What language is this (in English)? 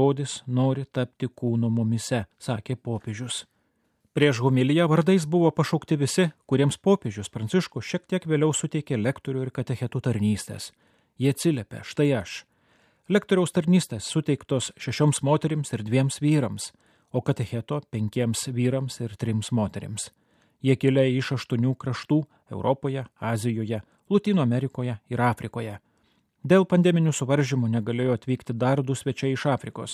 Lithuanian